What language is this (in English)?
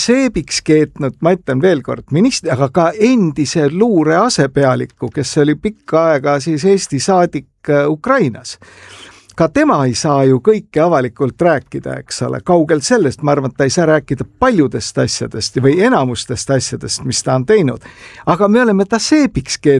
Estonian